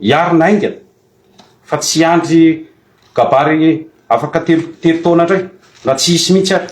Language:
Malagasy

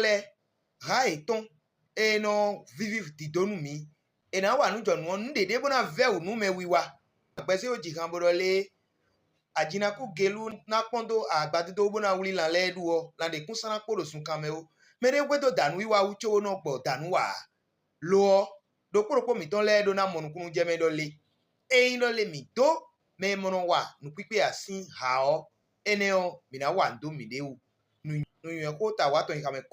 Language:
Fon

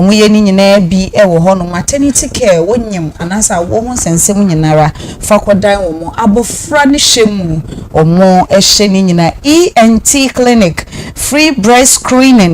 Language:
Akan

